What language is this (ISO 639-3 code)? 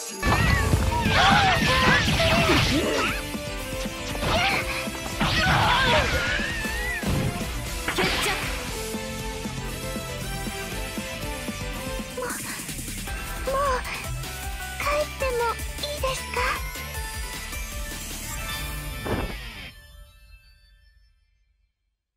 jpn